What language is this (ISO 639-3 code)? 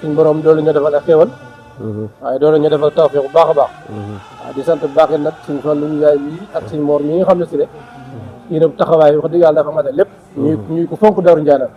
wol